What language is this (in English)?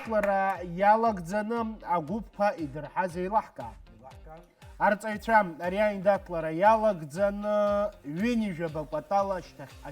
Abkhazian